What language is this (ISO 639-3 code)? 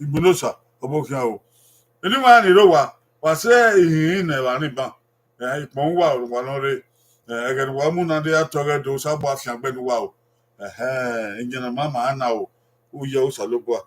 bin